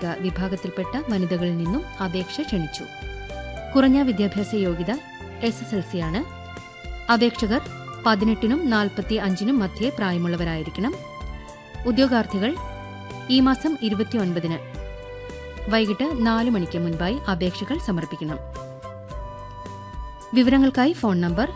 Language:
Malayalam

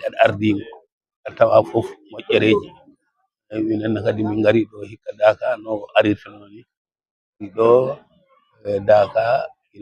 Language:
Fula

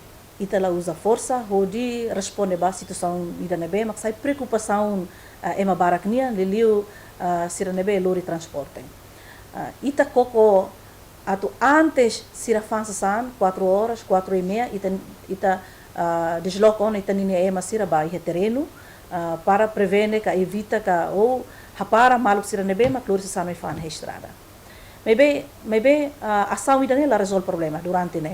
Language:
Tetum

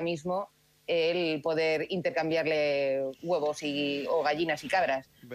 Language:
Catalan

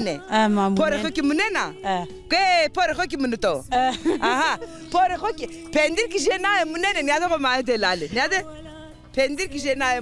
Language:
Zaza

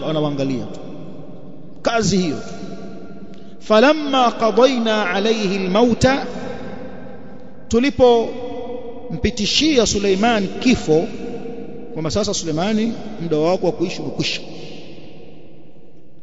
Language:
Swahili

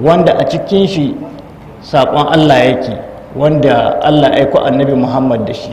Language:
Hausa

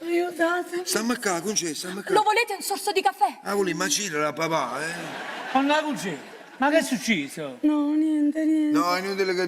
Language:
Neapolitan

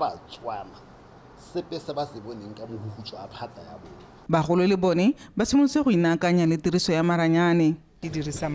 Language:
Tswana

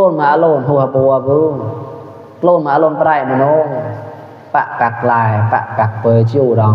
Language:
Mon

